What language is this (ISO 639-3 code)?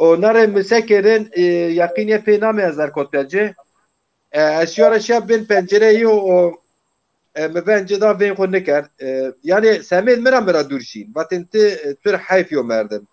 zza